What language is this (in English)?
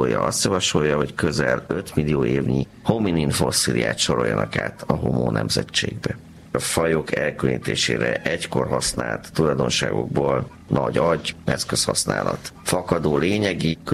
Hungarian